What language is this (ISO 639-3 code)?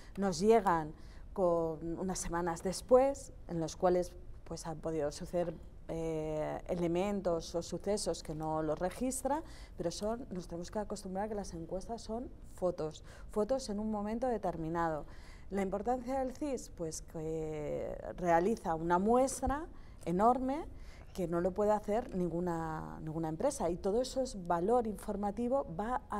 spa